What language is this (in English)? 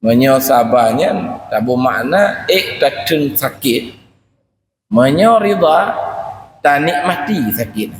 Achinese